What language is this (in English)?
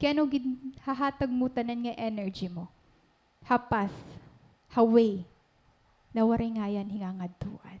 Waray